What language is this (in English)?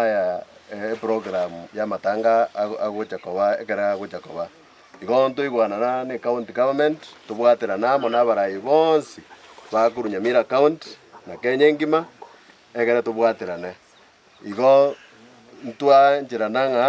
Gusii